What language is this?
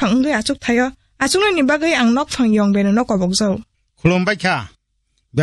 Kok Borok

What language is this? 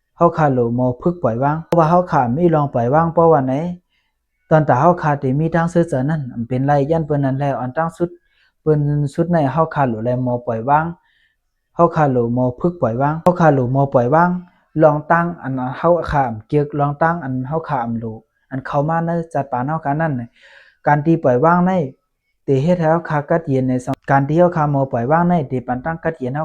Shan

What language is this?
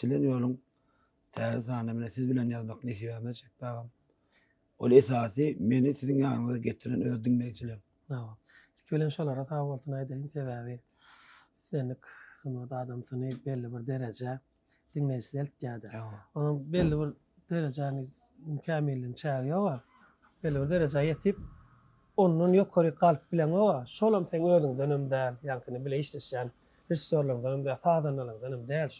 Turkmen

